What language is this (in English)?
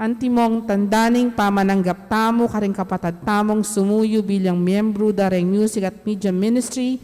Pampanga